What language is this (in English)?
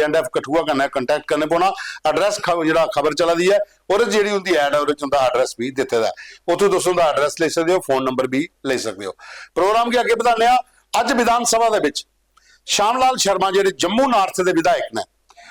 Dogri